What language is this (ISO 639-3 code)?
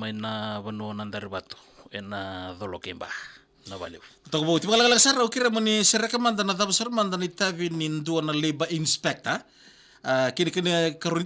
fij